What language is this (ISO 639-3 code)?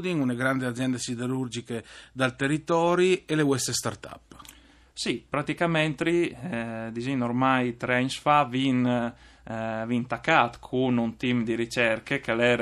fur